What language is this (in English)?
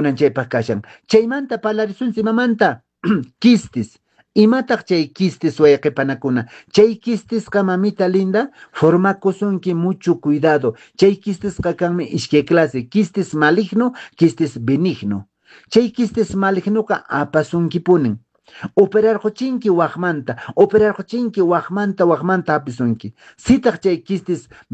Quechua